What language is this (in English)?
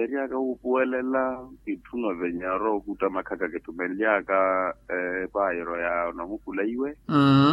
Makhuwa